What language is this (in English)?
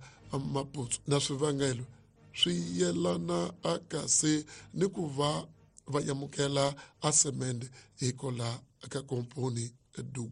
Tsonga